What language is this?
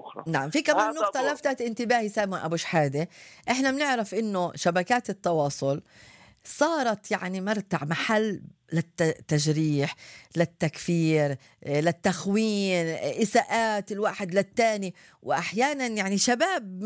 North Levantine Arabic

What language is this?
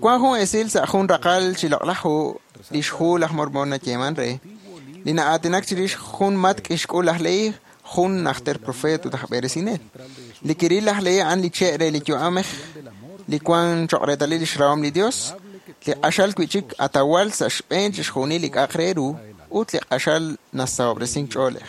Kekchí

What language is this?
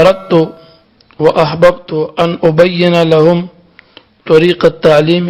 Pashto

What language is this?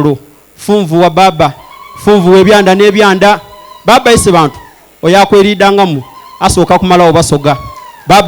Soga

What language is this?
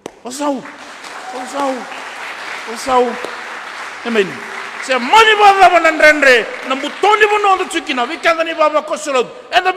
Fijian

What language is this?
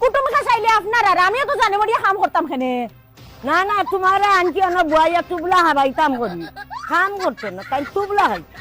Sylheti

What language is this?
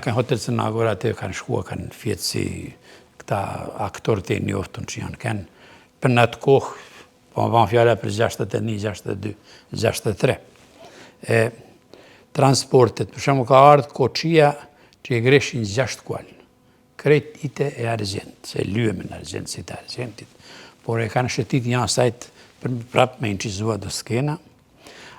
Albanian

